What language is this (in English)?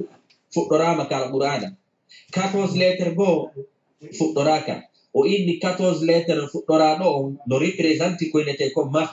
Fula